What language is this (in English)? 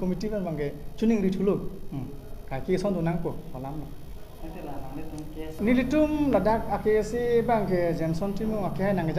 Karbi